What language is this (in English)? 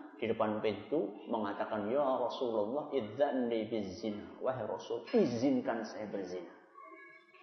Indonesian